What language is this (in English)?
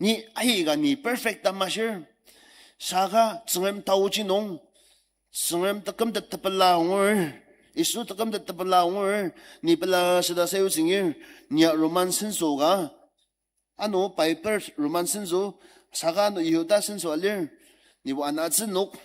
Ao Naga